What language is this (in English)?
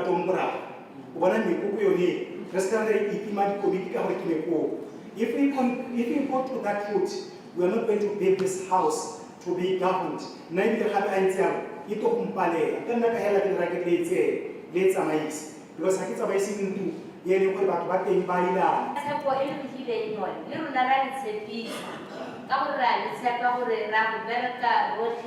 Tswana